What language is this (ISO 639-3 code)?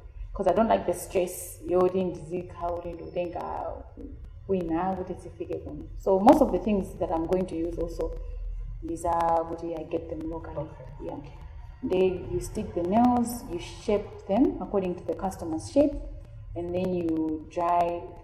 nya